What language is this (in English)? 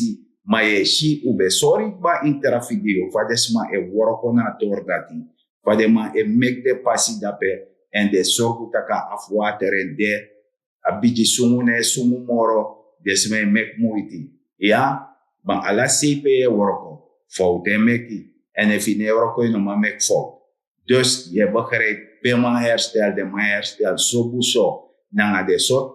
Sranan Tongo